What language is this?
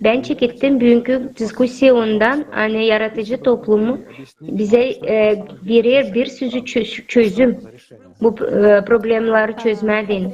Gagauz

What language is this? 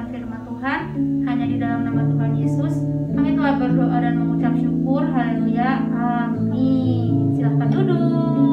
Indonesian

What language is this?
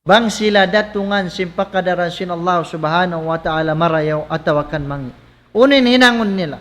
Tausug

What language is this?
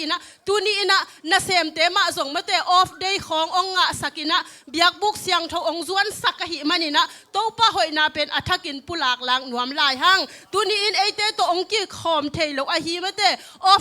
Tedim Chin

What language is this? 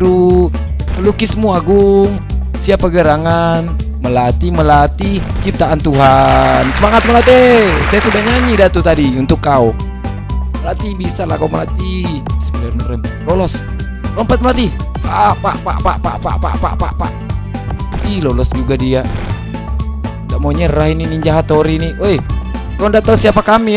Indonesian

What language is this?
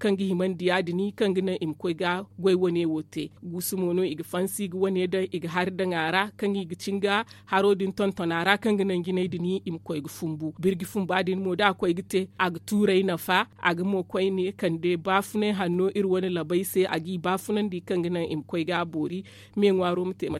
Zarma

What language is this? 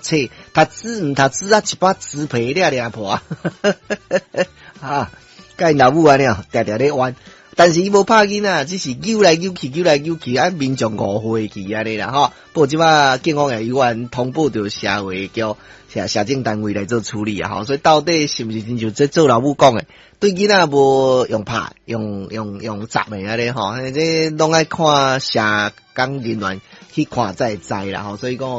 Min Nan Chinese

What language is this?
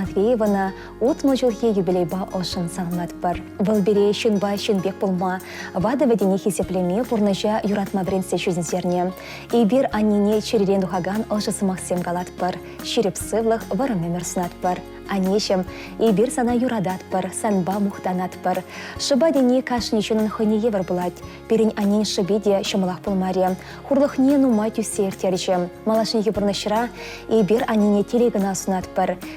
Chuvash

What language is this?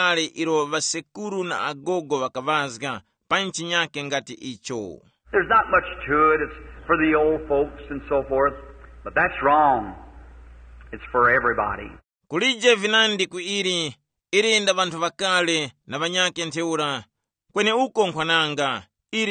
Tumbuka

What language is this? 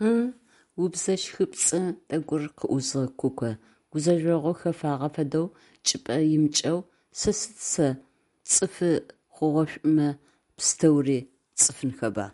Adyghe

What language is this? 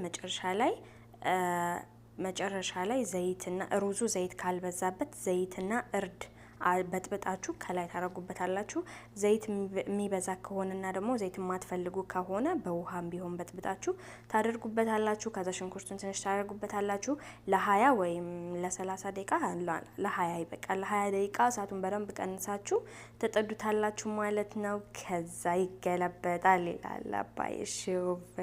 Amharic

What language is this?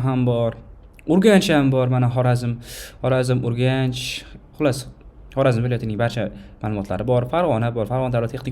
Uzbek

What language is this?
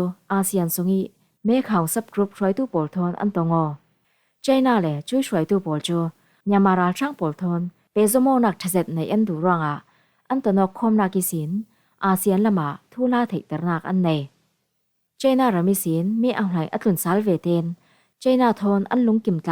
Falam Chin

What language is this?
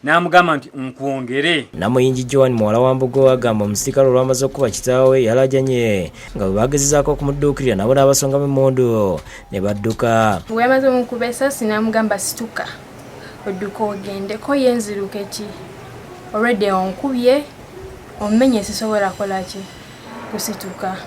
Ganda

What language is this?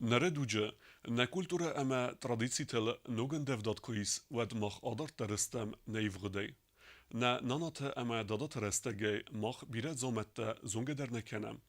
Ossetic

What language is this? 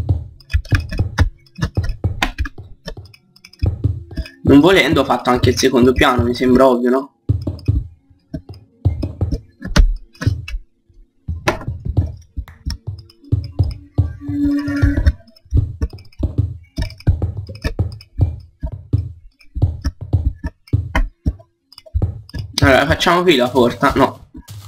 Italian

